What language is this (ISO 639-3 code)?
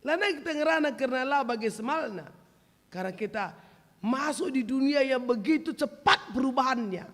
btx